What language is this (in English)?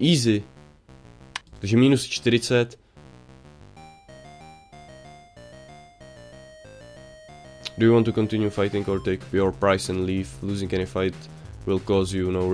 Czech